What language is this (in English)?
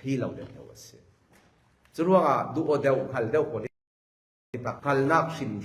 Falam Chin